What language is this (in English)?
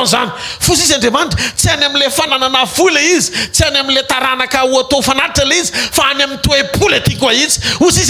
Malagasy